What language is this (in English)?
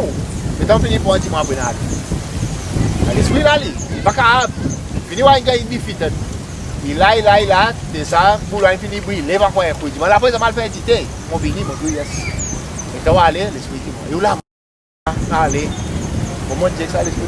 Seselwa Creole French